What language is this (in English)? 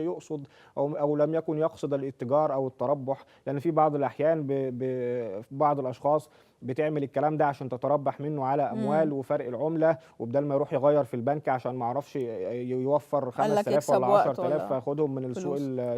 Egyptian Arabic